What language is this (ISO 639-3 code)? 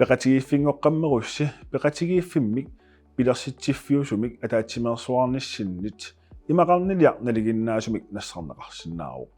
kal